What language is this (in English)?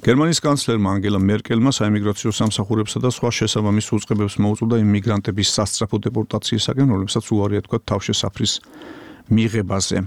Georgian